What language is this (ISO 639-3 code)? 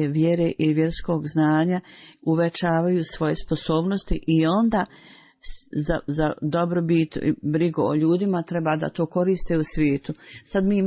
bos